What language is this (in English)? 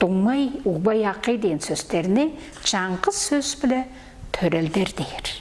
Tuvinian